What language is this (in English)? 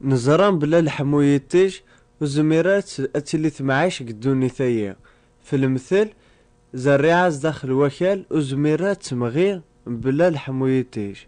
Kabyle